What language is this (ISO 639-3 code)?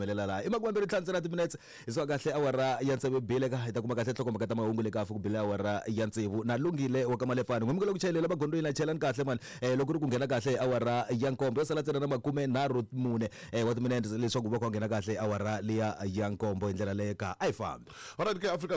tso